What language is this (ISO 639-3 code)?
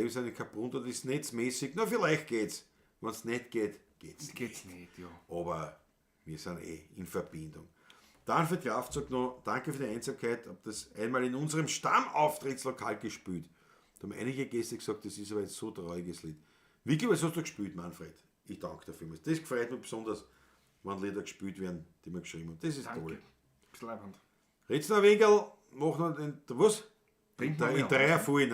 bar